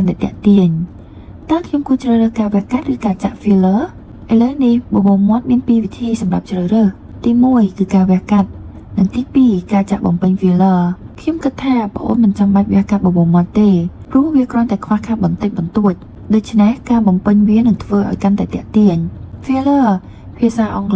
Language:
Khmer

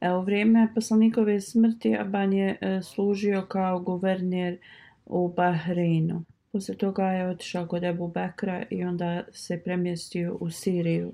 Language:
Bosnian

